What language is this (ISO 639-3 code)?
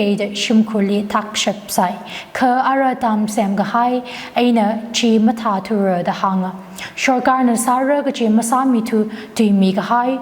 nmf